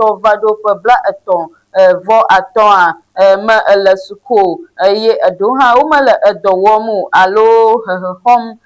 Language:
Ewe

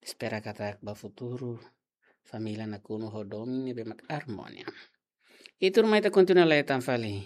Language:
Tetum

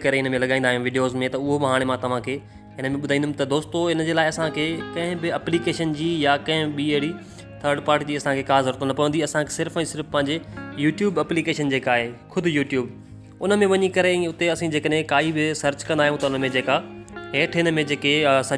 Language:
Sindhi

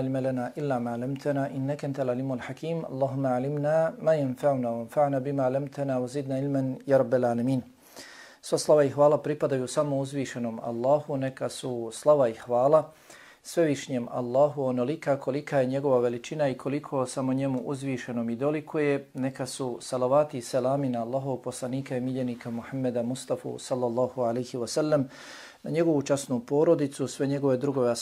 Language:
Bosnian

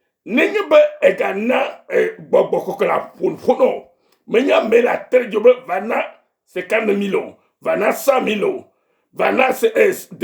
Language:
Ewe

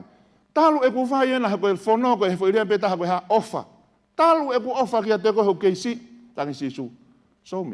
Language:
Tongan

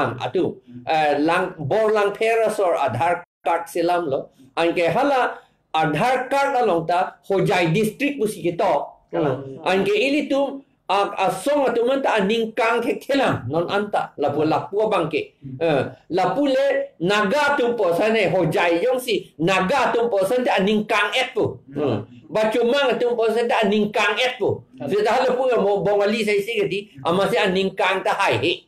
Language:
Karbi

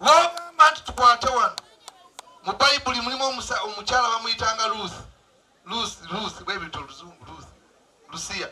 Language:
Ganda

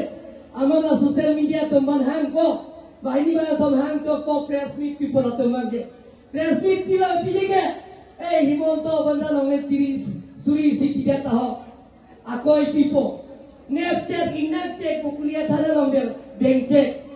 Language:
Karbi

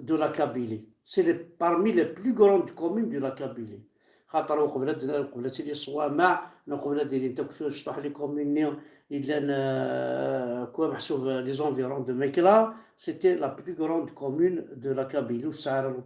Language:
Kabyle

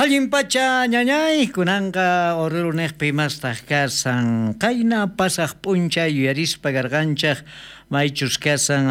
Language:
South Bolivian Quechua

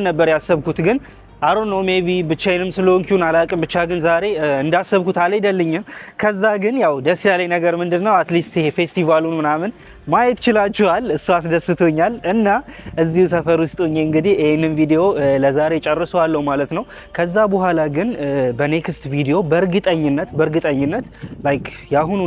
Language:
Amharic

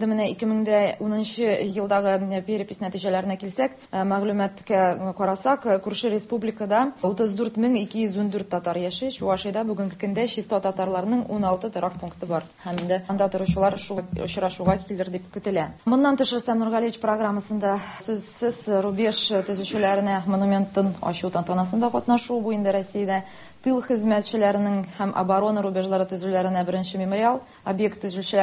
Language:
Tatar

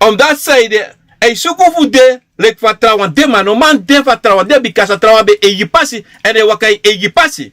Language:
Sranan Tongo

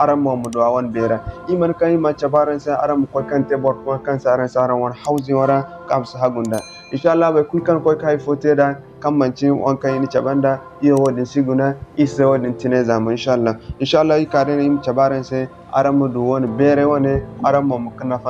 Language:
Zarma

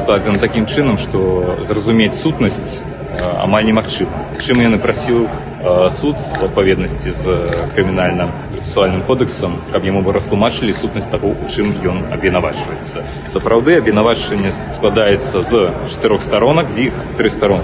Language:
Belarusian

